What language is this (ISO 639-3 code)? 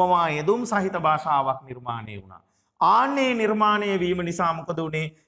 sin